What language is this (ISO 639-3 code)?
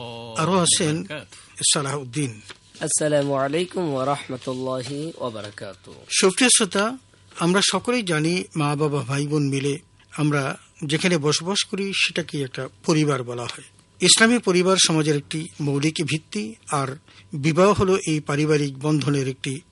ben